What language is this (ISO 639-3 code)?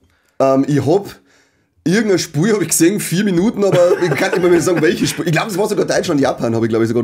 bar